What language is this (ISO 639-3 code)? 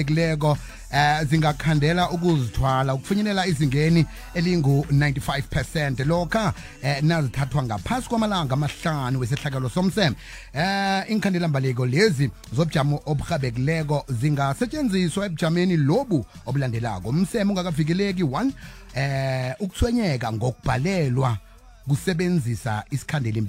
nbl